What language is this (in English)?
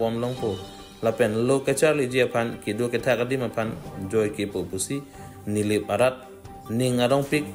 Karbi